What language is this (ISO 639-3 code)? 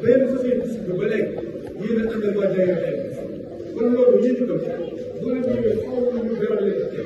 wol